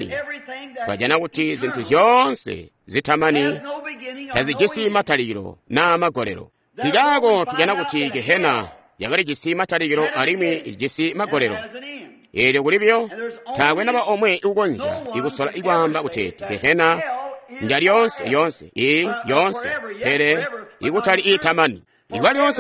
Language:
Tonga (Zambia)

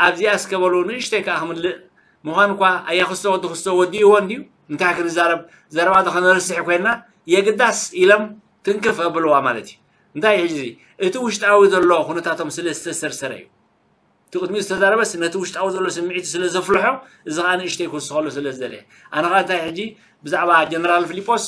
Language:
Tigrinya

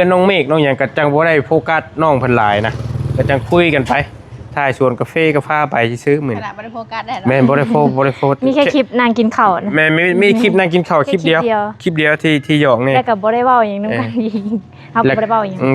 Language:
Northeastern Thai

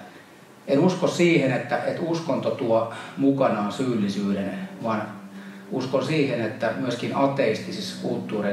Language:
Finnish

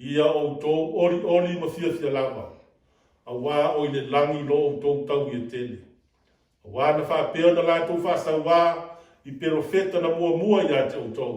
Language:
Samoan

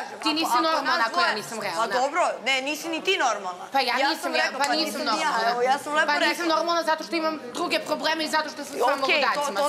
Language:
Serbian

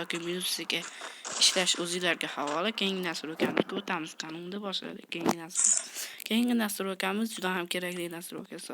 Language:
Uzbek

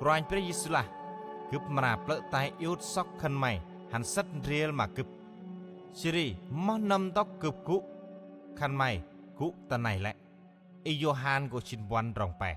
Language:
Central Mnong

